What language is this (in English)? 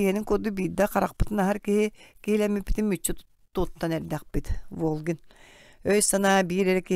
Yakut